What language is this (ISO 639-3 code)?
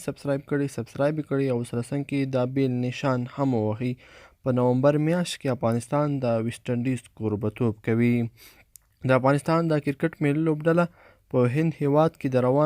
pus